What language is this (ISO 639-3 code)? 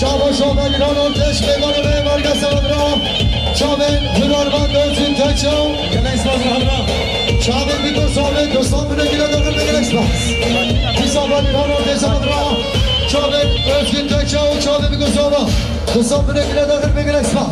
kur